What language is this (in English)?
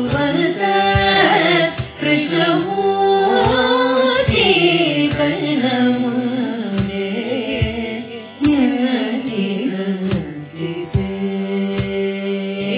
Kannada